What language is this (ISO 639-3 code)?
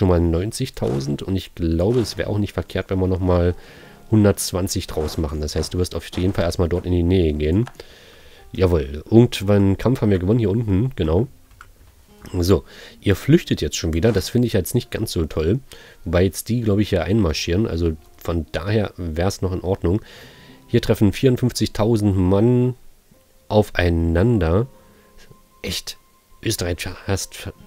deu